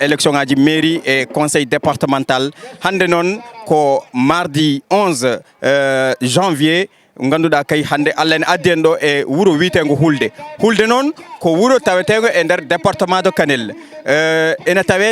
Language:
Fula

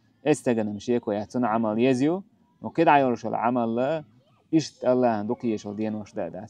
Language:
Chechen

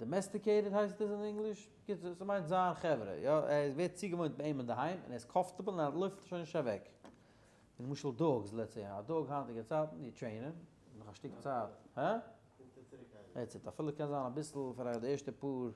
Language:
Yiddish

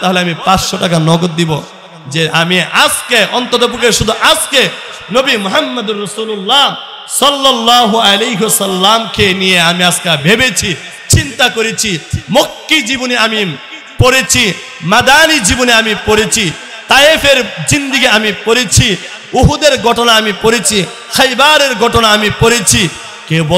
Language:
Bangla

